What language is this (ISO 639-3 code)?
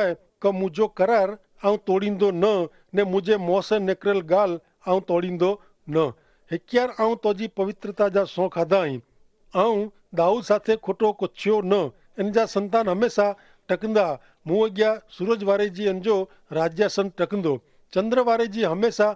kfr